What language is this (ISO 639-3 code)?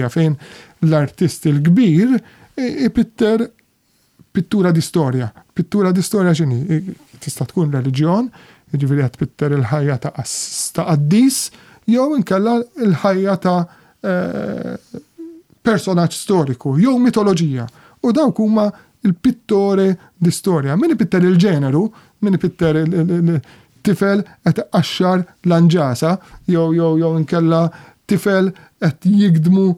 mlt